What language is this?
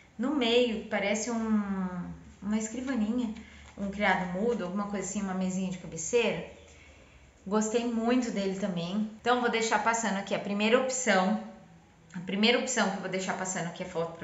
Portuguese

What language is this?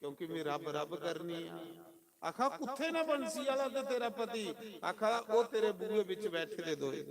Dogri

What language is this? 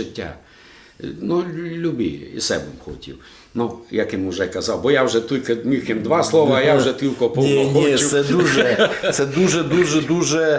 Rusyn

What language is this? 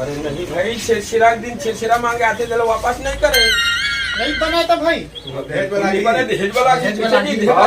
Chhattisgarhi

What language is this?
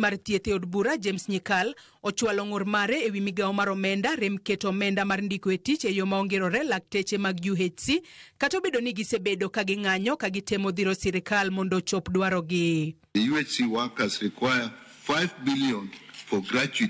Luo (Kenya and Tanzania)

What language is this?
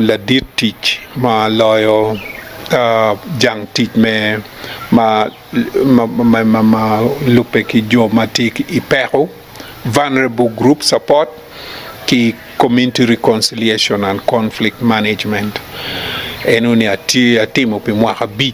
Acoli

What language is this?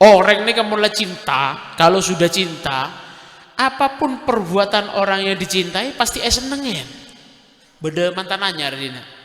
Madurese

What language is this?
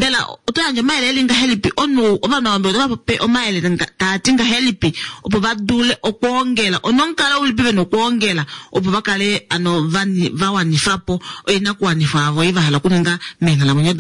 Kuanyama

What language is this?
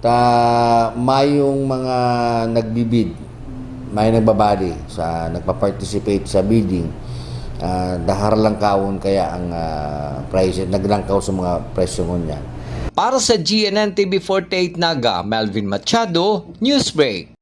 Bikol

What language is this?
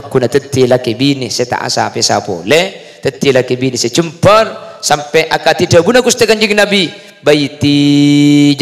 Madurese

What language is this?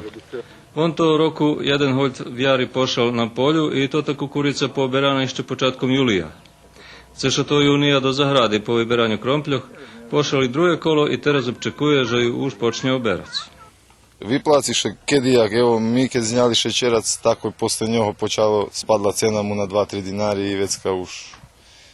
Rusyn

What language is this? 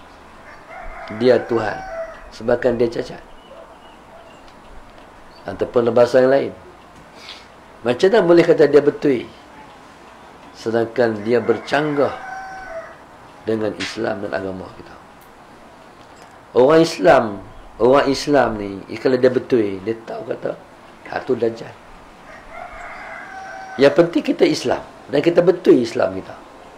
Malay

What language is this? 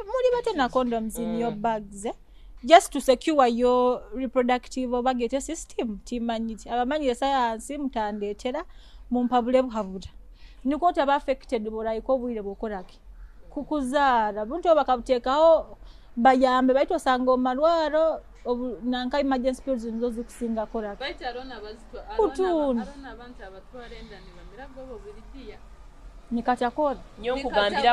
Nyoro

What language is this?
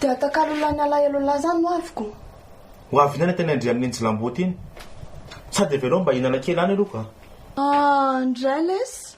Malagasy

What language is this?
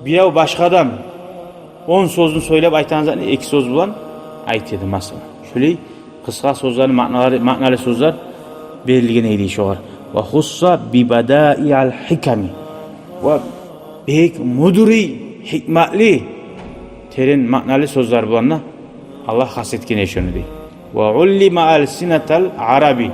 Kumyk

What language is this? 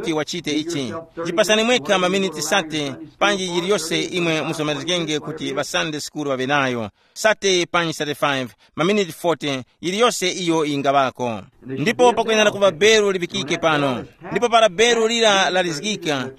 Tumbuka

